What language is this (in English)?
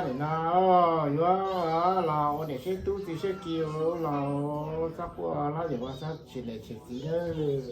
Hmong